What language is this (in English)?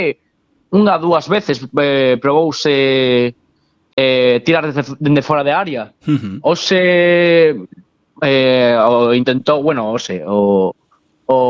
Galician